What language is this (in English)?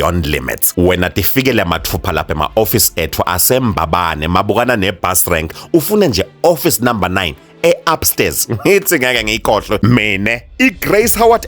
Swati